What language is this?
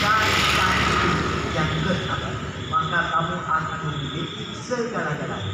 Achinese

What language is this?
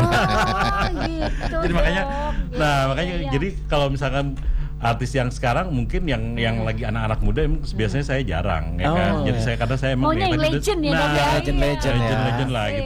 Indonesian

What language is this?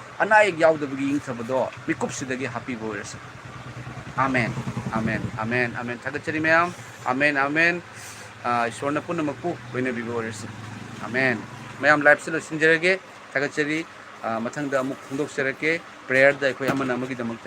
Manipuri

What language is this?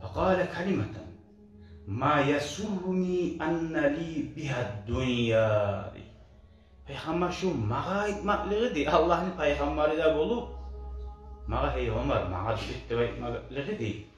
Kumyk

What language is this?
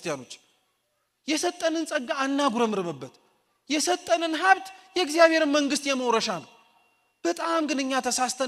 Amharic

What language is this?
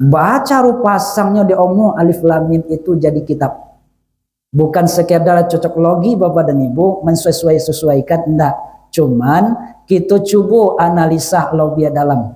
Minangkabau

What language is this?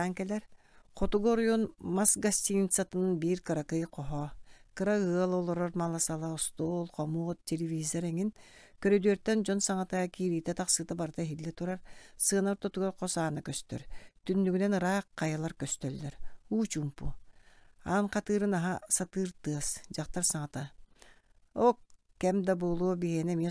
Yakut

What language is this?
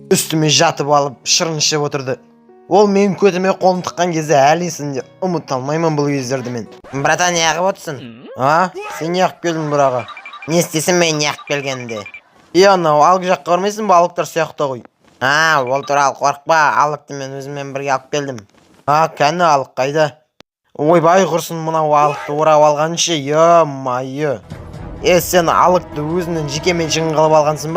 Kazakh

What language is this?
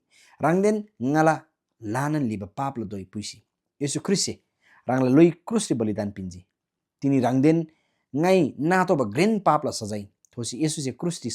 Eastern Tamang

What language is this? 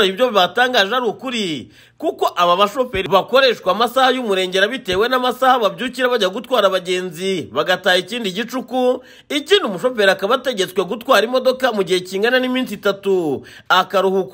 Kinyarwanda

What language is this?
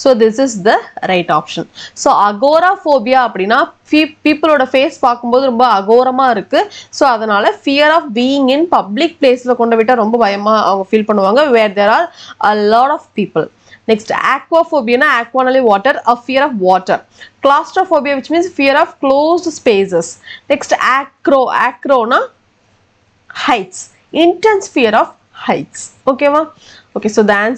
Tamil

